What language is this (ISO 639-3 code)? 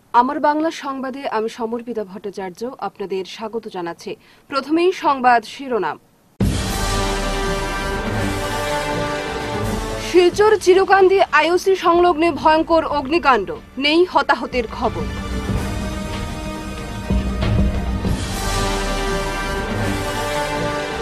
ben